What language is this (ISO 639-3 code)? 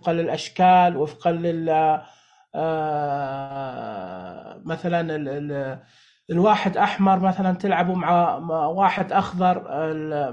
ars